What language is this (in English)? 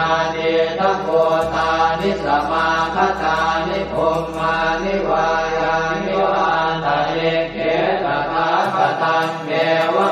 Pali